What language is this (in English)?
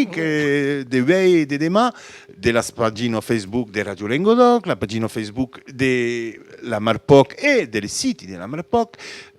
Occitan